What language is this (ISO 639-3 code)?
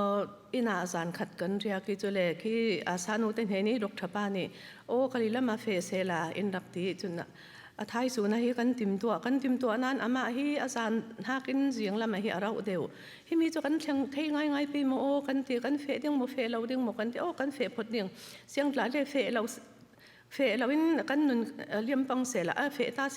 cfm